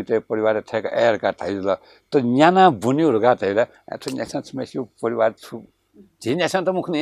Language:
Newari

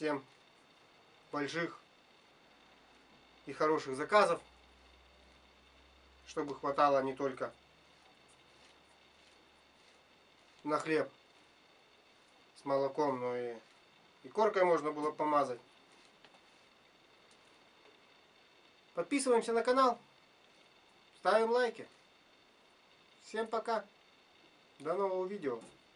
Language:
Russian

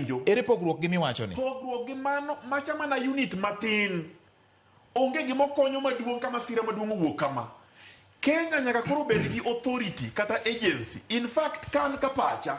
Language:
Luo (Kenya and Tanzania)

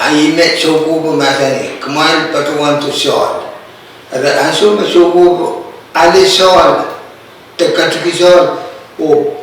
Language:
Pohnpeian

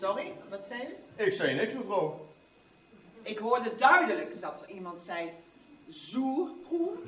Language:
Limburgish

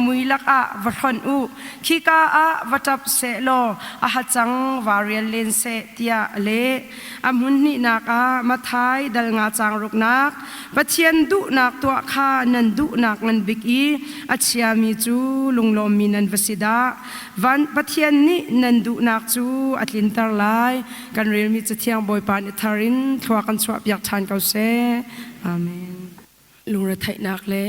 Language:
Hakha Chin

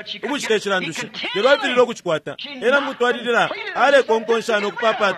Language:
Bemba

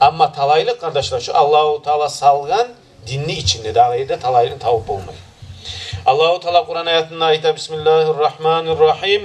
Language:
Kumyk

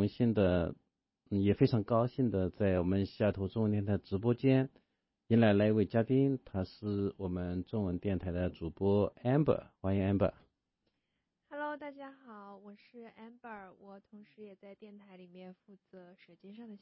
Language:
Chinese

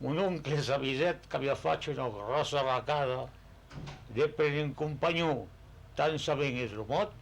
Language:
Occitan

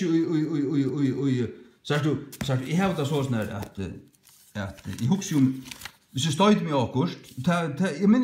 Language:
Faroese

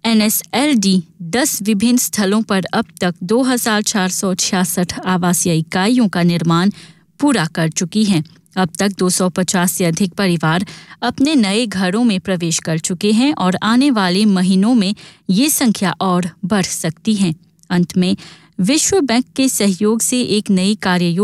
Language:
Hindi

